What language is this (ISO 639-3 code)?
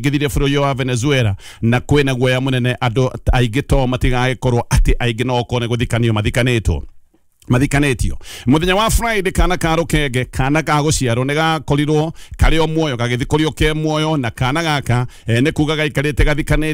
kik